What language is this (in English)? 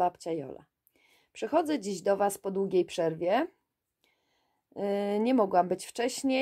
Polish